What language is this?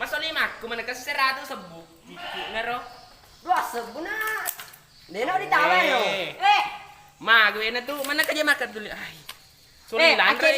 Buginese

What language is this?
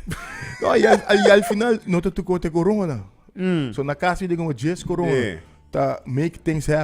Papiamento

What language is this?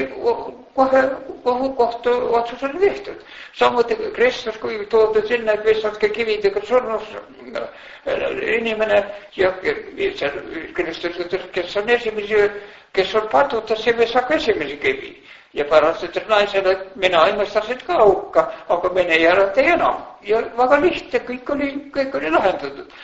Estonian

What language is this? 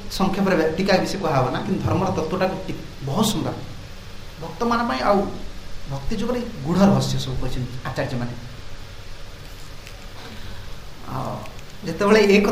Odia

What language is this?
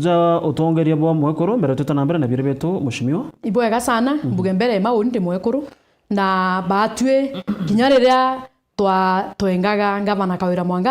Meru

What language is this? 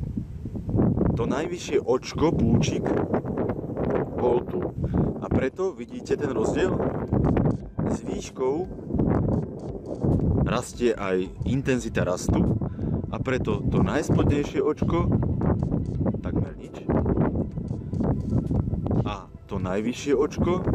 Slovak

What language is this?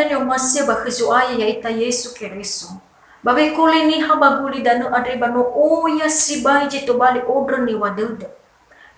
Nias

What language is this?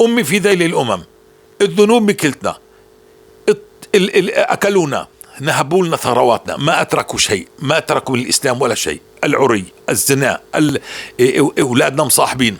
North Levantine Arabic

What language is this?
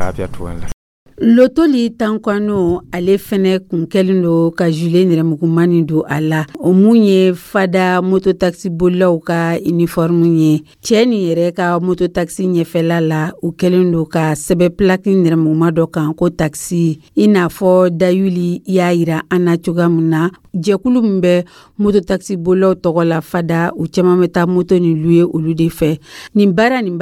Dyula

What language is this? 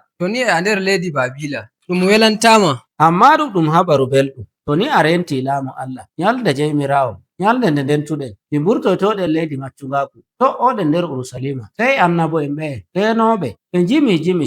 Nigerian Fulfulde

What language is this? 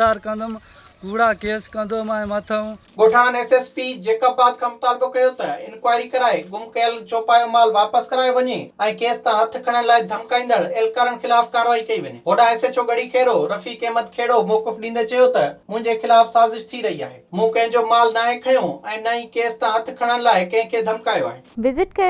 Sindhi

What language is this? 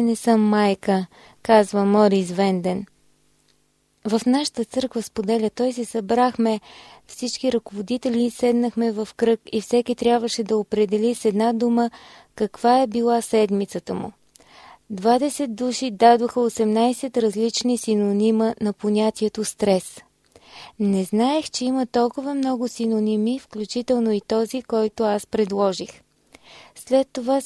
Bulgarian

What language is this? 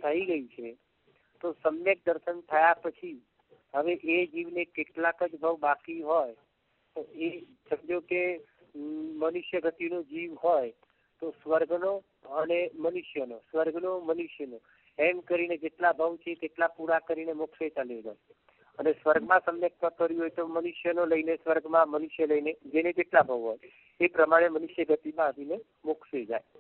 Gujarati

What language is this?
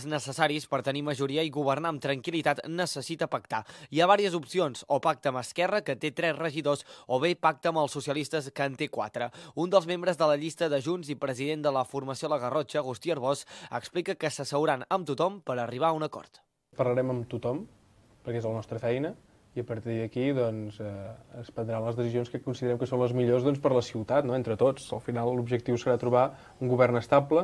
Catalan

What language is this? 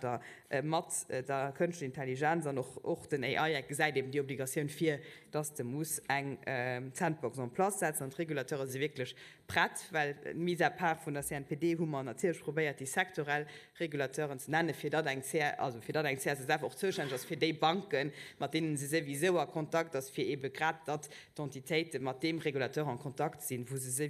Luxembourgish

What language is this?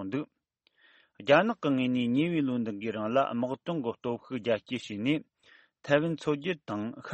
Tibetan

